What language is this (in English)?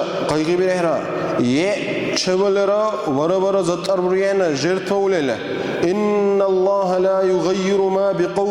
Dargwa